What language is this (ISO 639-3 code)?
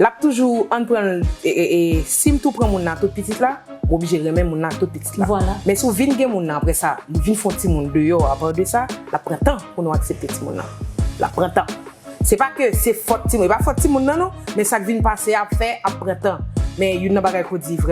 hat